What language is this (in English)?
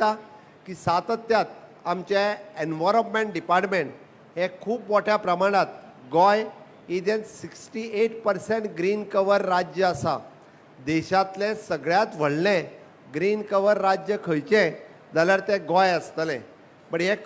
Konkani